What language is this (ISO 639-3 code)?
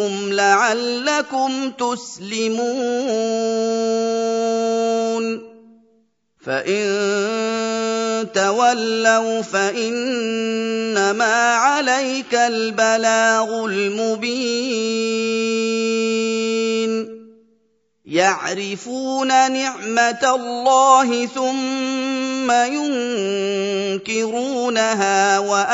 ara